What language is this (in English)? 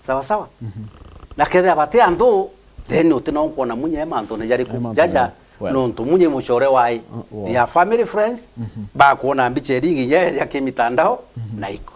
Meru